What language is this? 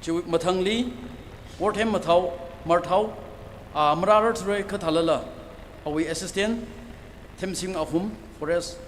Tangkhul Naga (India)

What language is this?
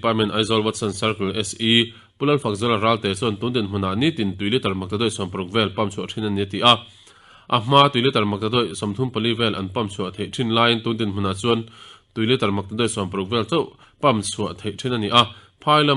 Mizo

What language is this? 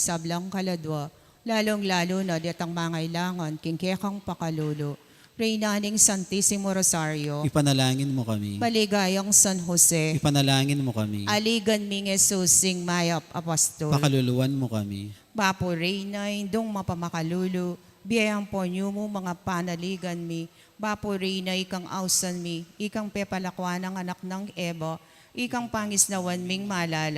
Pampanga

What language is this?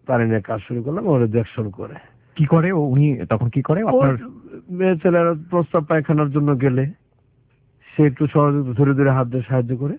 Bangla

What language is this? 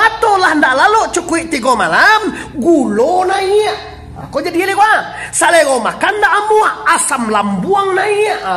Minangkabau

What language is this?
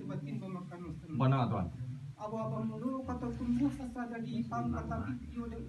Minangkabau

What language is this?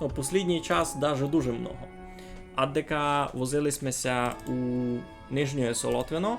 Rusyn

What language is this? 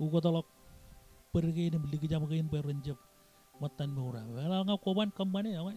Marshallese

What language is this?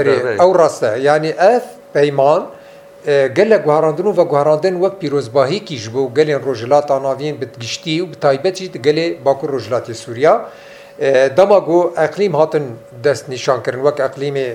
Kurdish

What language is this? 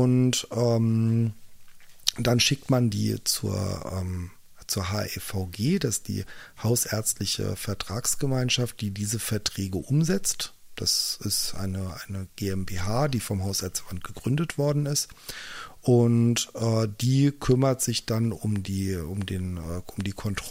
German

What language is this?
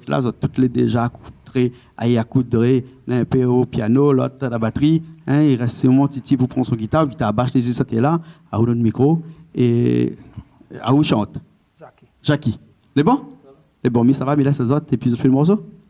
Réunion Creole French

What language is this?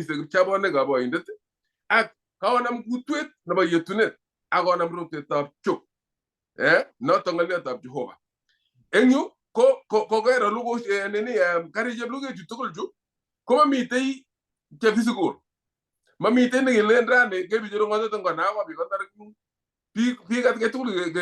Kalenjin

